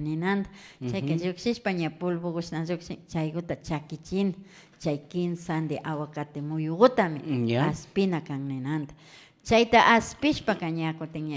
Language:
Imbabura Highland Quichua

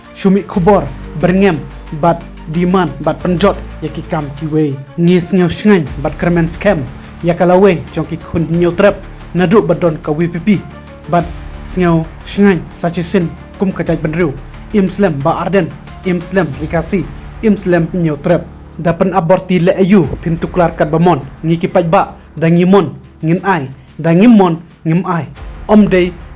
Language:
Khasi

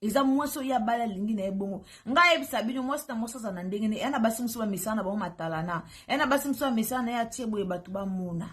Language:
Lingala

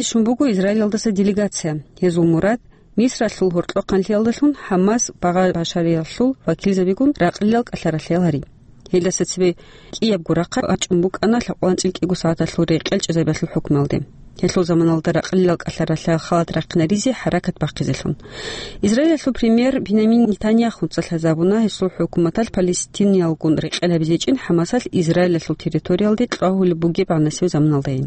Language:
Avaric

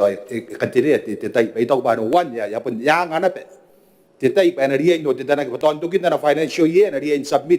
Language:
Gilbertese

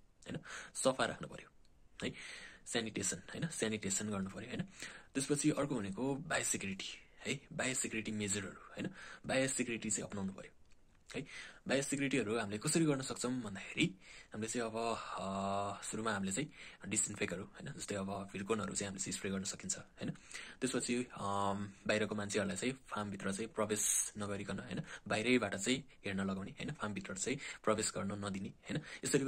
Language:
Nepali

